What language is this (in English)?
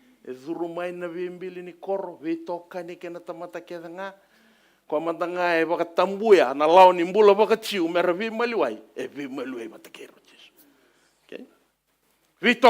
Fijian